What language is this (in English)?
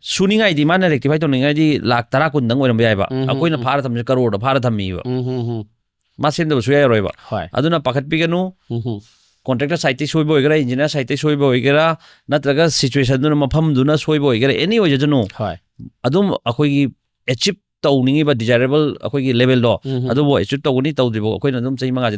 Manipuri